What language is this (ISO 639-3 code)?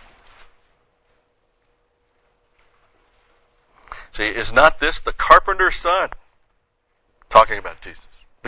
eng